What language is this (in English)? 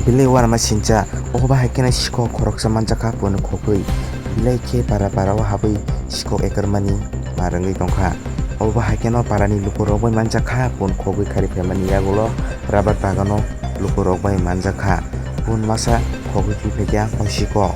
Kok Borok